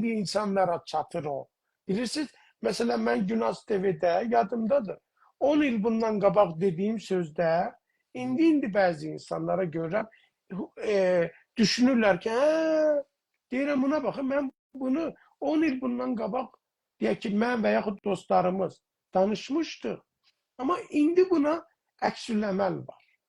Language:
South Azerbaijani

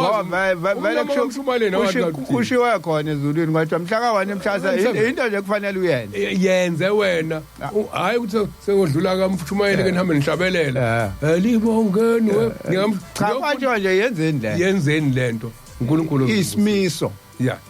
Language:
Zulu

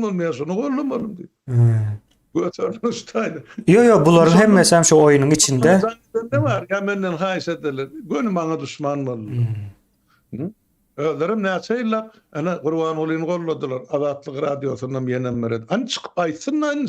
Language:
Turkmen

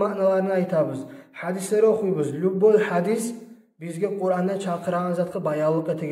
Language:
Kumyk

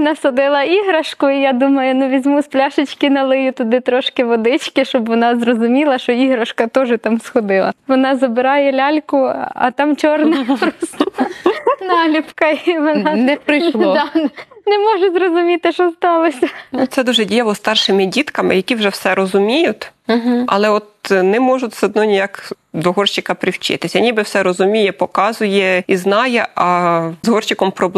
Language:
Ukrainian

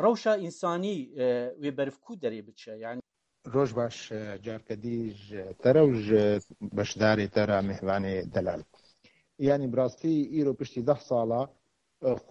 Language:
Kurdish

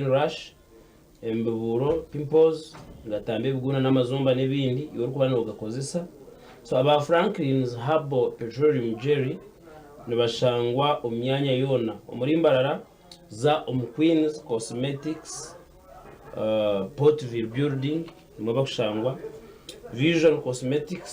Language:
Nyankole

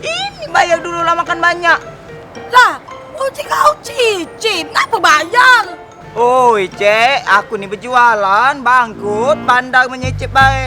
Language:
Musi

